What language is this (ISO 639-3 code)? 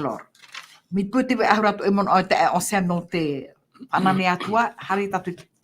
tah